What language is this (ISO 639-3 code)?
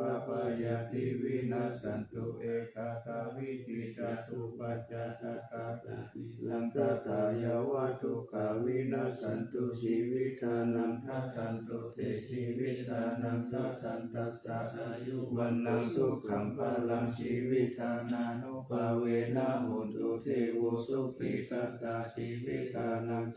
pli